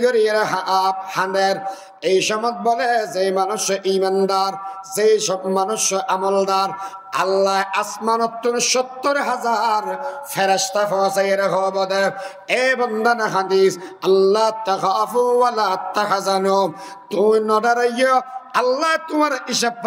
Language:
Rohingya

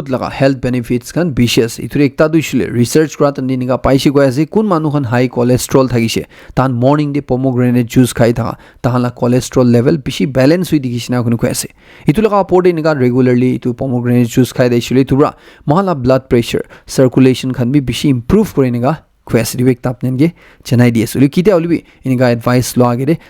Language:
Naga Pidgin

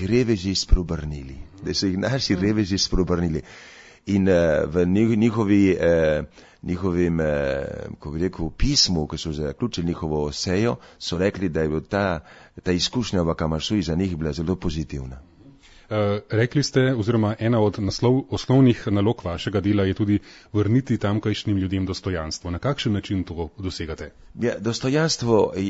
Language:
Slovenian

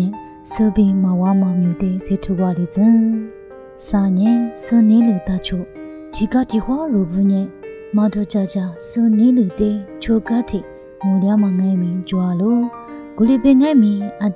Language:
Lisu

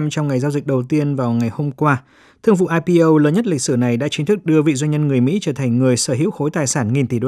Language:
Vietnamese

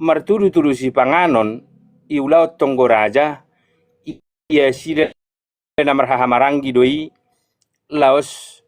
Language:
Batak Toba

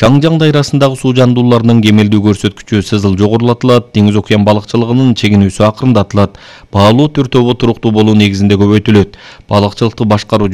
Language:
Kyrgyz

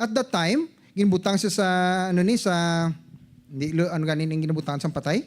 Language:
Hiligaynon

